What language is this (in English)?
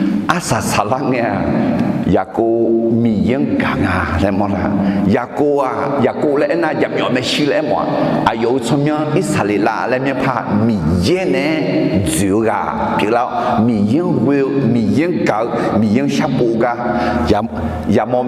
Akha